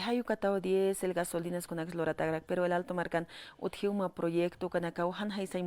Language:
Aymara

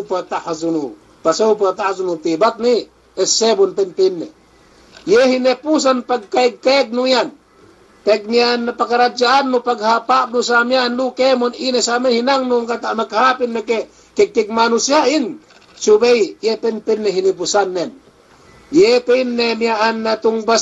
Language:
Yakan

